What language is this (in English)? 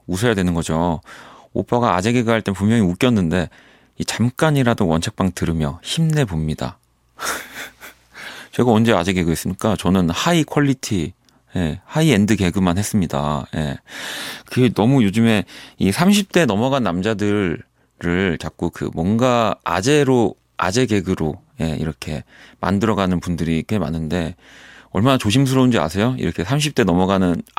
Korean